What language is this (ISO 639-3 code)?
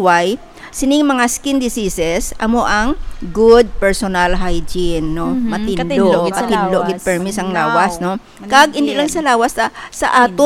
hil